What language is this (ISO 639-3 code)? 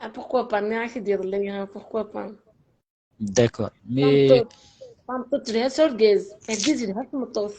kab